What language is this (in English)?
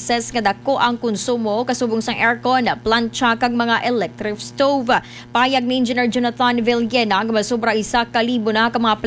Hiligaynon